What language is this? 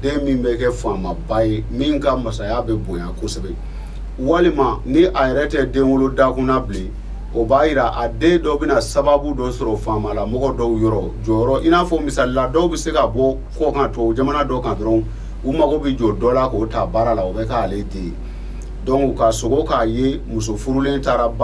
Bambara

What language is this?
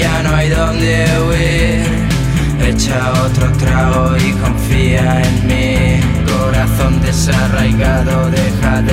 Spanish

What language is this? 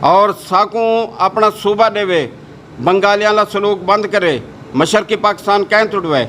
Saraiki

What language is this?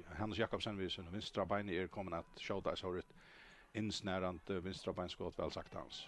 Faroese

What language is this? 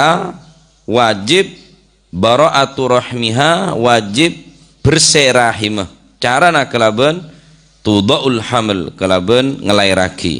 Madurese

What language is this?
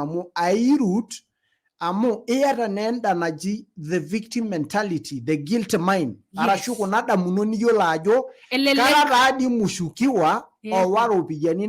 Masai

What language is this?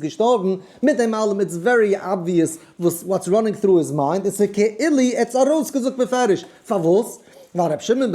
Yiddish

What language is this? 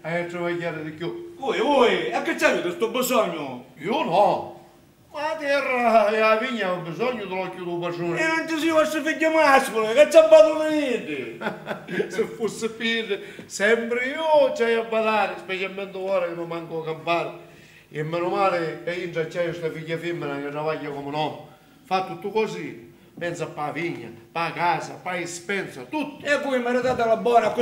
Sicilian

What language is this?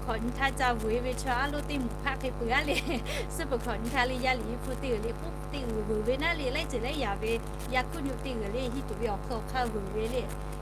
Lahu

